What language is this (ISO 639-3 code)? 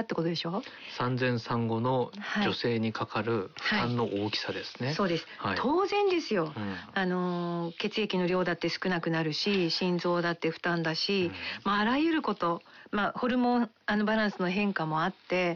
jpn